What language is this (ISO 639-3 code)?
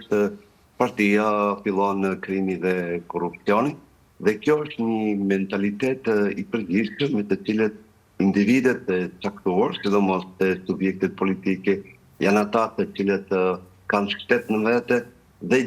sqi